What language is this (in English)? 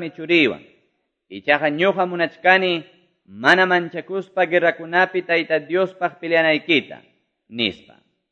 Quechua